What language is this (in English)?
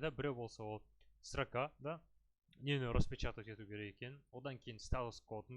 Kazakh